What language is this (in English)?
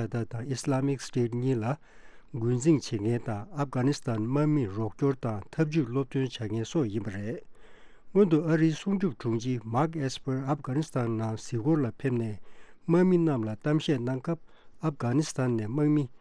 Tibetan